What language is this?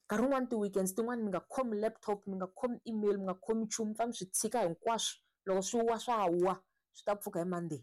Tsonga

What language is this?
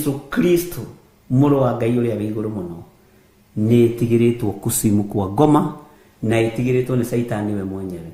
Kikuyu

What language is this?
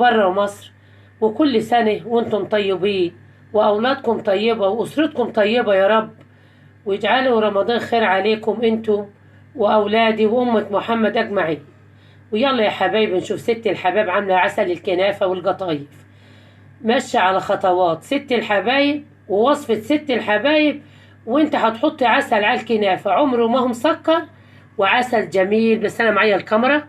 Egyptian Arabic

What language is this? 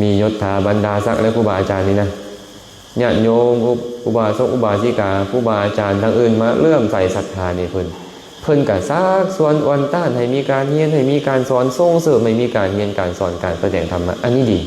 Lao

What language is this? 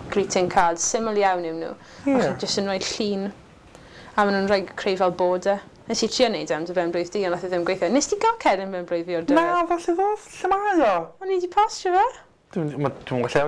Welsh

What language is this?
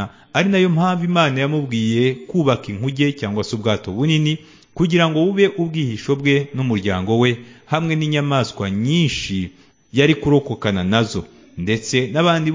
Kinyarwanda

